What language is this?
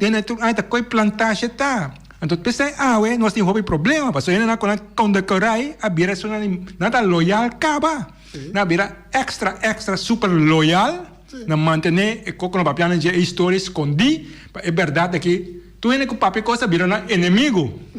Papiamento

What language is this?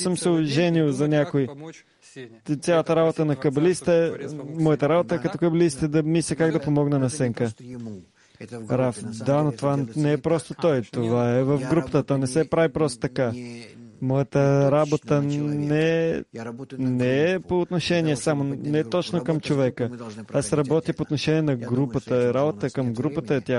Bulgarian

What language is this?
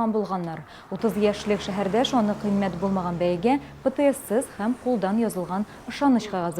Tatar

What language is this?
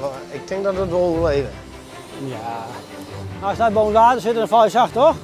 Western Frisian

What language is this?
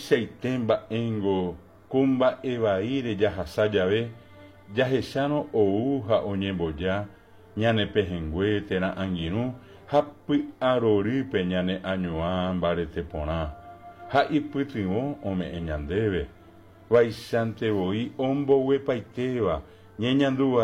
Guarani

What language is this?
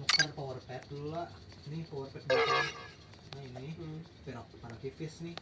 Banjar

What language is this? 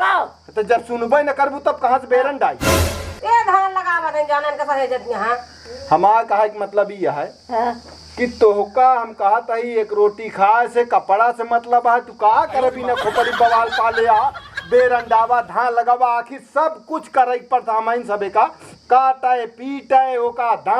Awadhi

